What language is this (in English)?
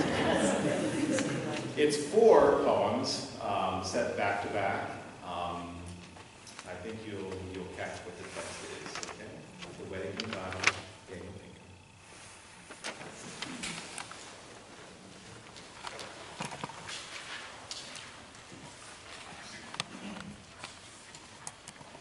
English